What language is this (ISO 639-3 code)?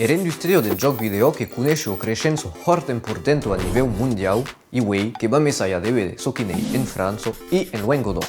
oci